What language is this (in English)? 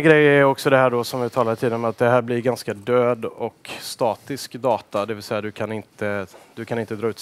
Swedish